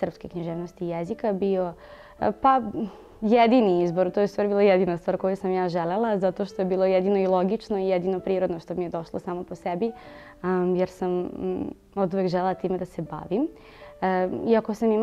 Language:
Serbian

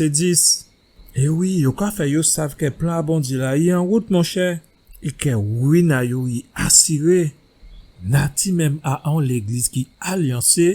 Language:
Guadeloupean Creole French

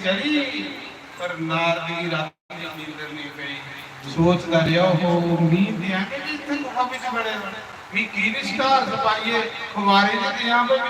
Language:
Dogri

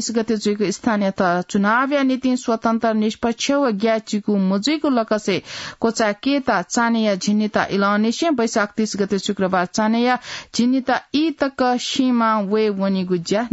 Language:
Newari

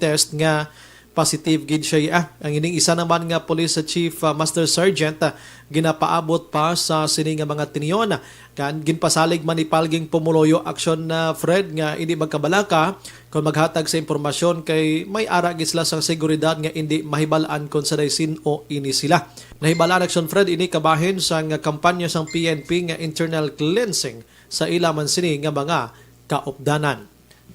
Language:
Hiligaynon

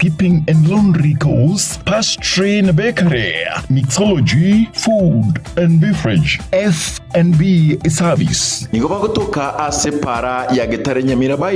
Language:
Gusii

